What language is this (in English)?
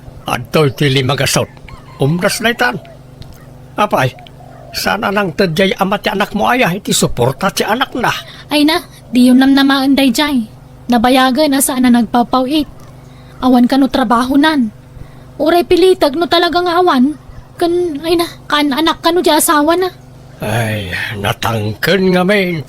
Iloko